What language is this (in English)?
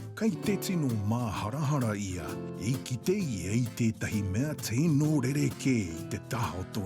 Māori